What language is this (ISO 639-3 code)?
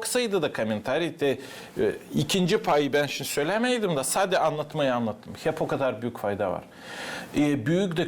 gag